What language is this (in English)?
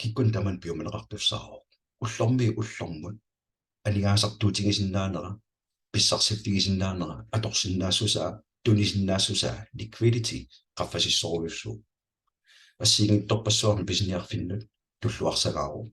Kalaallisut